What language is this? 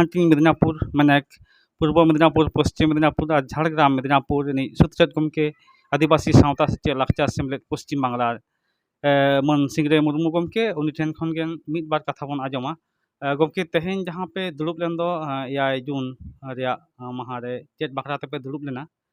Santali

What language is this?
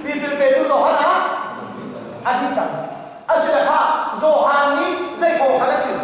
Hakha Chin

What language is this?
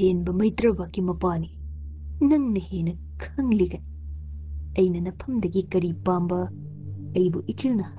Manipuri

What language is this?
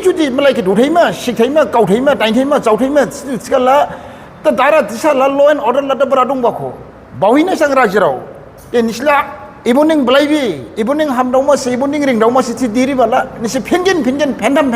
Dimasa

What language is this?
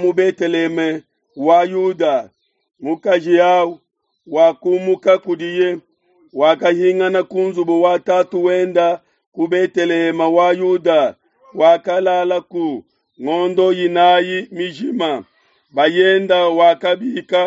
Luba-Lulua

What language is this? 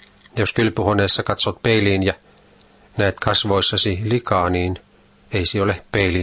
Finnish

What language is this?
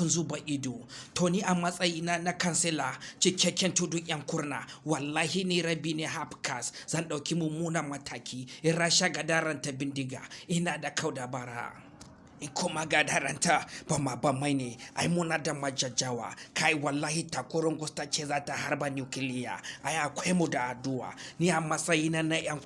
Hausa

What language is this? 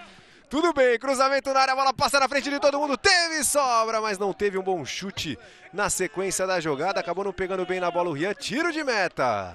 Portuguese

